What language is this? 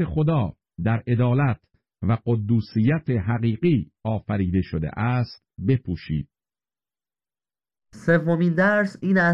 Persian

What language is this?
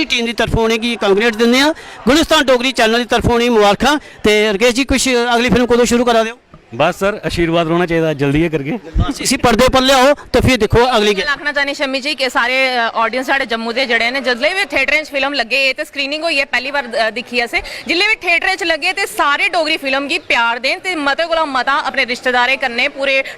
Dogri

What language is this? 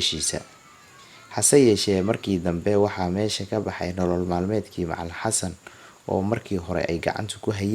Somali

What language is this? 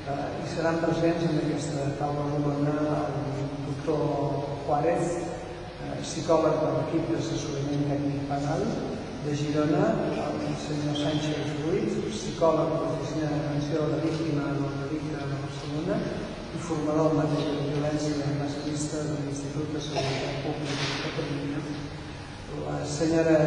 Catalan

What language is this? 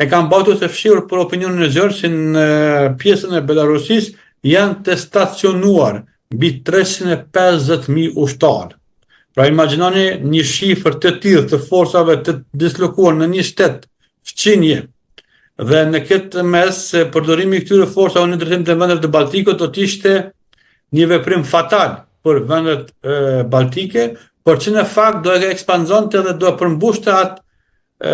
Albanian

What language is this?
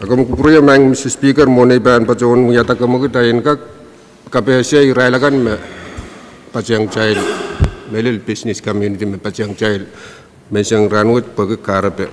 Pohnpeian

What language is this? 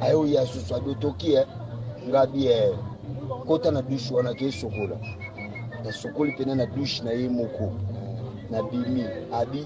Lingala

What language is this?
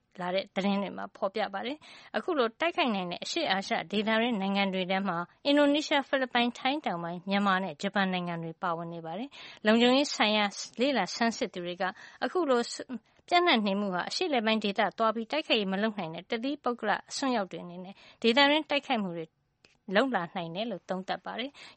Burmese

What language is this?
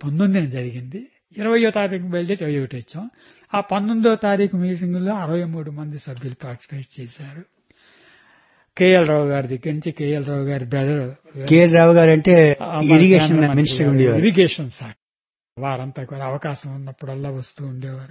Telugu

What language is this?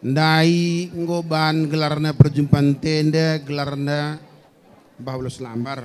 Batak Karo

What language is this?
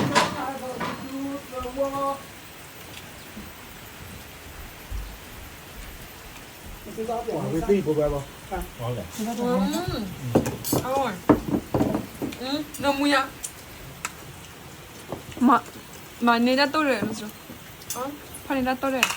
S'gaw Karen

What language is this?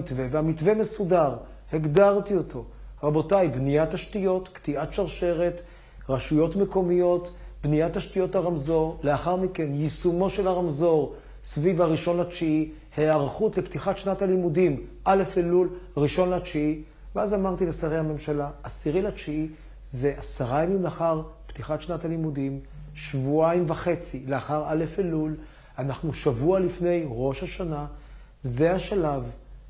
Hebrew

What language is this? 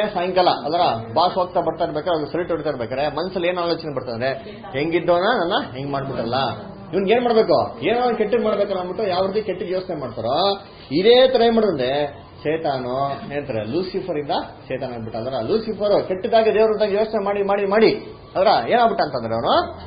Kannada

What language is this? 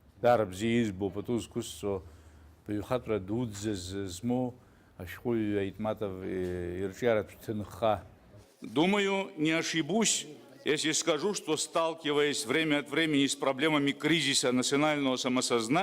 Abkhazian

